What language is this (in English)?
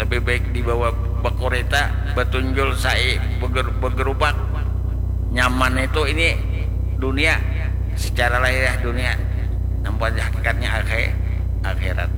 Banjar